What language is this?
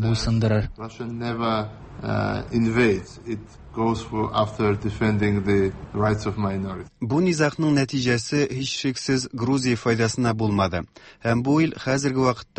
Tatar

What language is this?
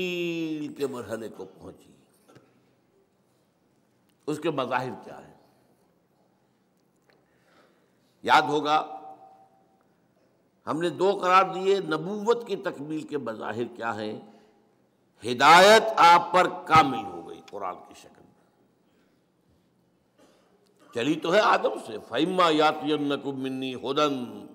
Urdu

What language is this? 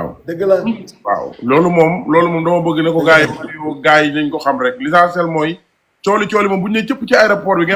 Wolof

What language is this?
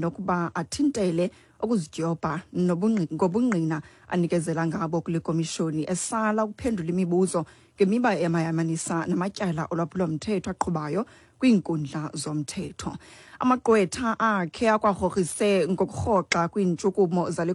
Xhosa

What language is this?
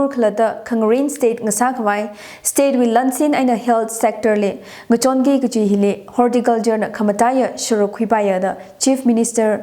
Tangkhul Naga (India)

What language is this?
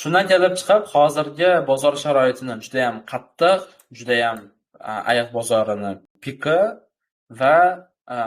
Uzbek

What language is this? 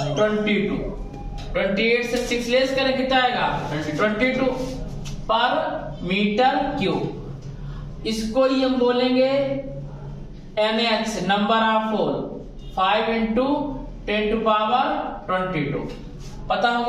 Hindi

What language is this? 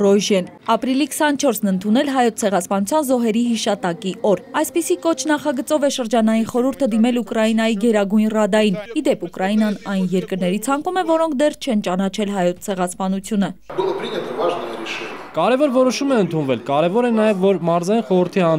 Armenian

